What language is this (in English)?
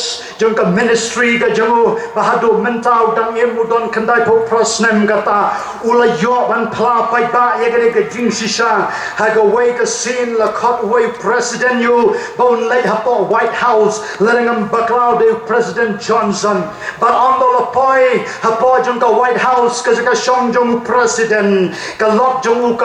Khasi